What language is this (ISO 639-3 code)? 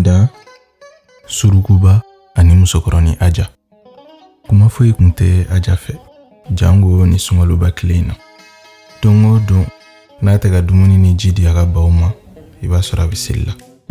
bam